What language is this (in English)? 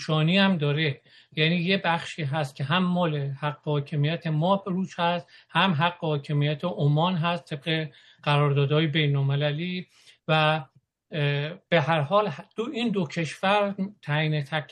Persian